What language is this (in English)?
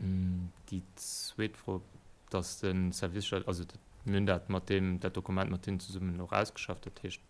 Luxembourgish